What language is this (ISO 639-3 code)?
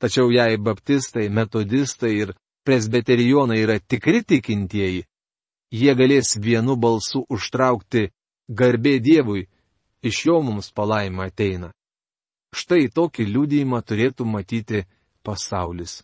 lit